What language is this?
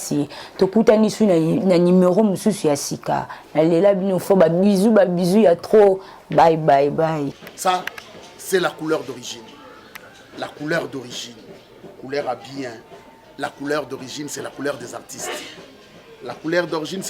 Lingala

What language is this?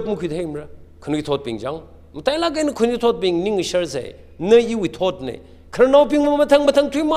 Tangkhul Naga (India)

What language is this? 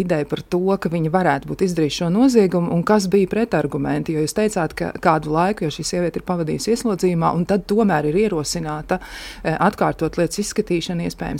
Latvian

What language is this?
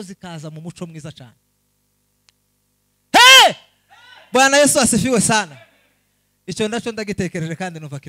Kinyarwanda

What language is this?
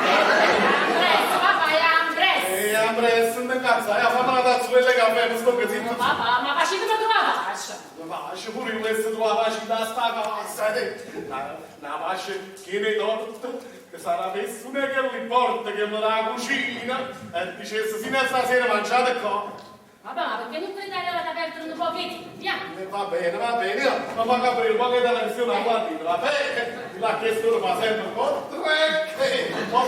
Neapolitan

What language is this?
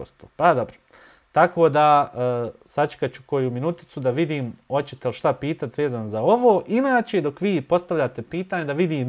Bosnian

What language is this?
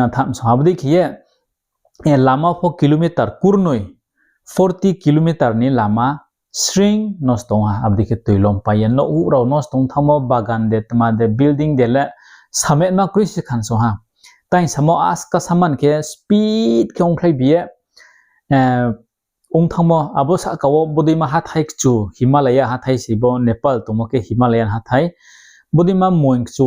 Riang (India)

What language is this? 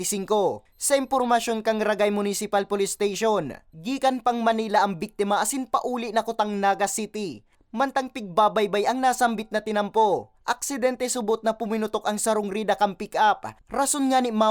Bikol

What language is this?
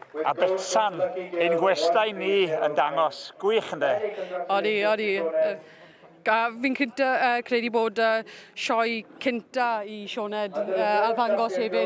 Welsh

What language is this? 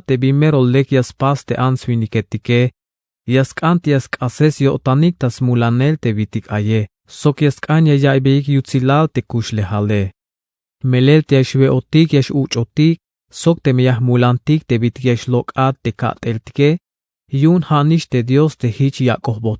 Tzeltal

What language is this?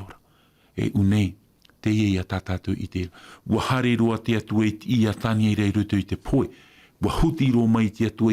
Tahitian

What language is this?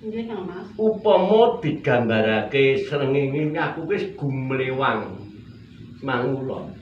Javanese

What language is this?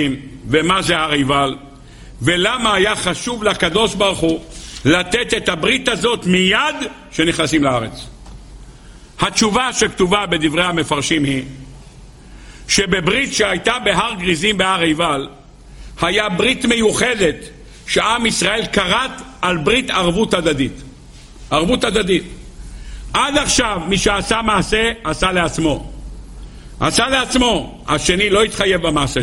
Hebrew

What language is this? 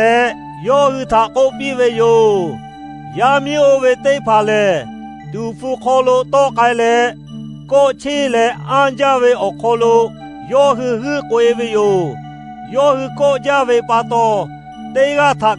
Lahu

